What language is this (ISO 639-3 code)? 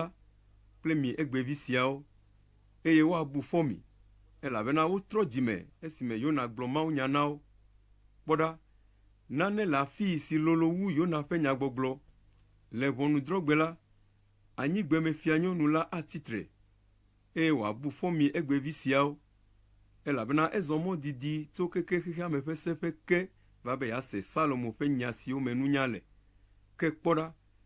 ewe